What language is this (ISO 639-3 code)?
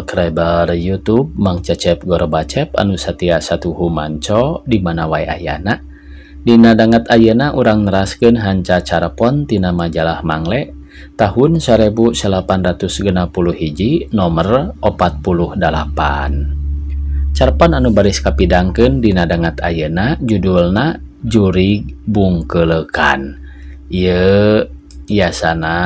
sun